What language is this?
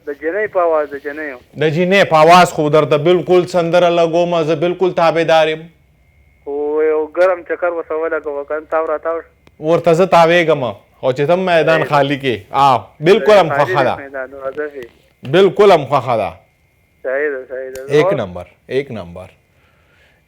Pashto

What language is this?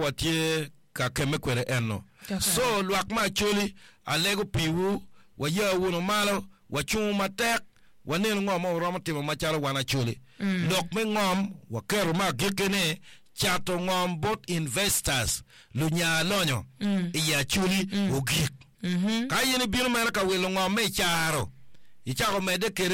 Acoli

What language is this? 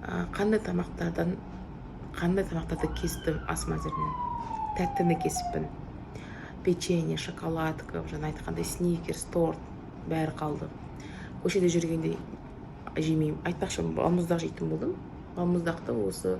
Kazakh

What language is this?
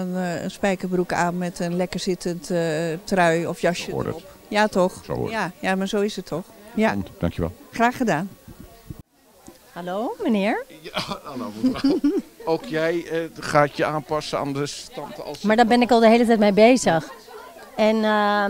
Dutch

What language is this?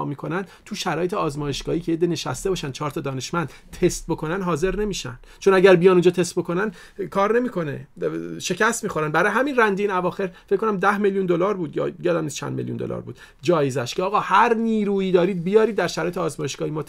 Persian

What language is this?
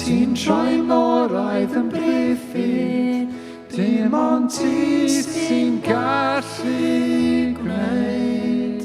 Welsh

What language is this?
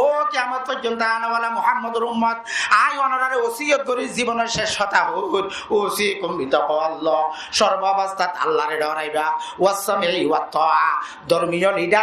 Rohingya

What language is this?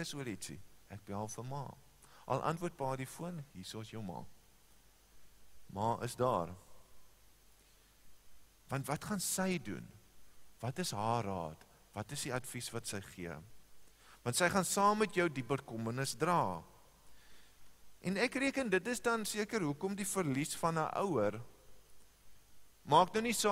Afrikaans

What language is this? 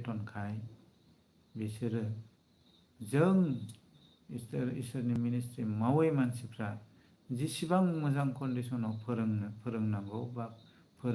Bodo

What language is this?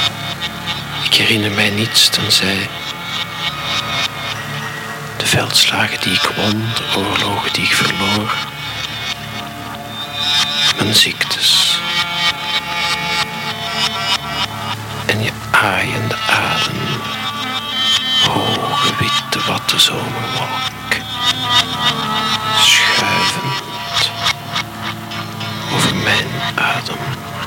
Dutch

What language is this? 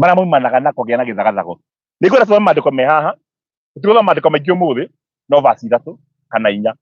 Kikuyu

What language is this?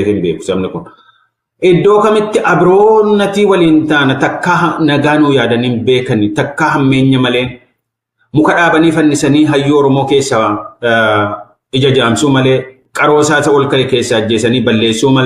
Oromo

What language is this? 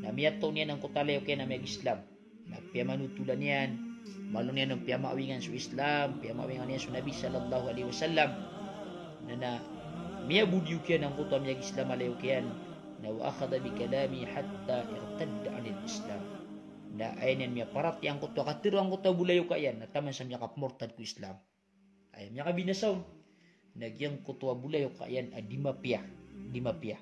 Maranao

